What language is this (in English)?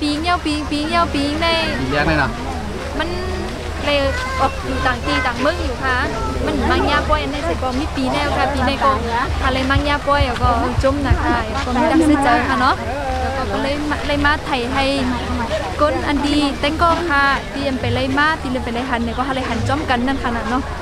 Shan